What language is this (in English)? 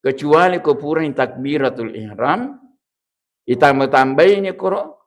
Buginese